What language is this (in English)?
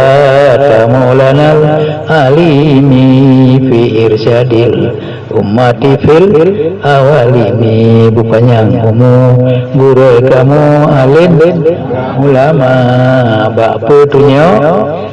Achinese